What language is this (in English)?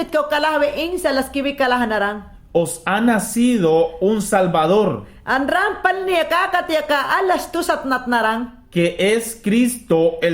Mayangna